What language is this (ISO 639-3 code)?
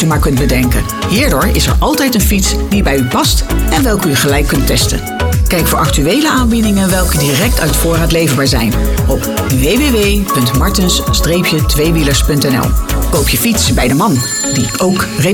nld